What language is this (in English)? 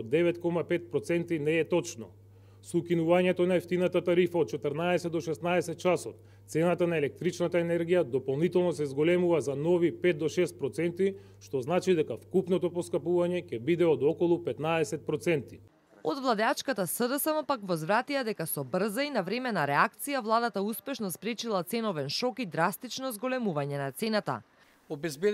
Macedonian